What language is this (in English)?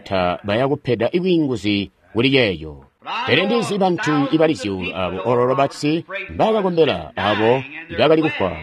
Tonga (Zambia)